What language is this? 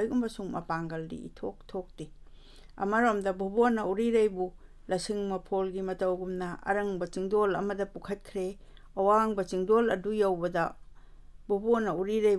Manipuri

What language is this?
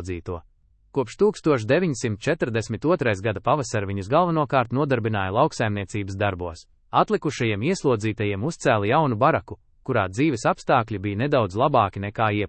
Latvian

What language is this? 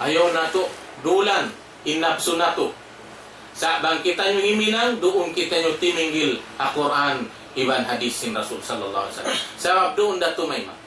Tausug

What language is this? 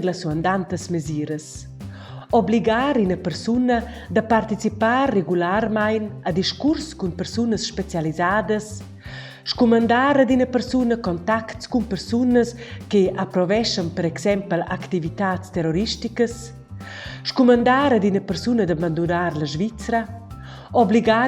Romansh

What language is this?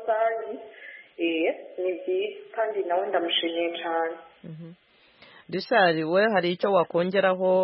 Kinyarwanda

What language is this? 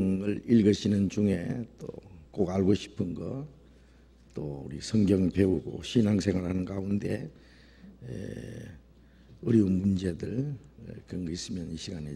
Korean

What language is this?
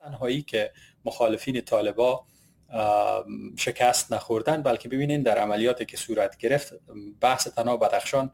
Persian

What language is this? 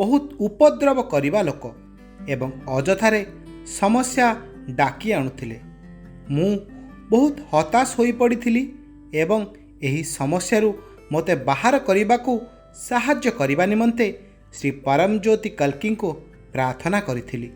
Odia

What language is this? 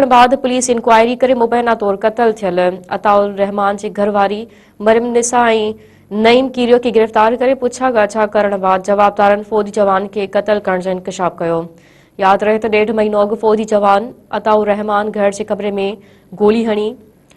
Sindhi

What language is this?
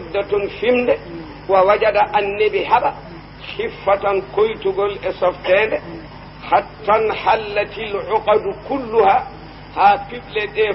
Fula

